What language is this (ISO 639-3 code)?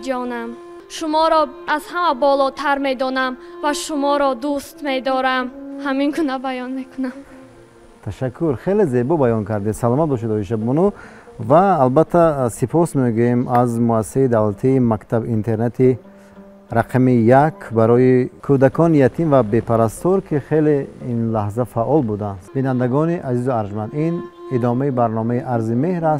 tgk